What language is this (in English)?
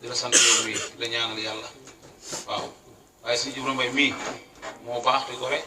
Wolof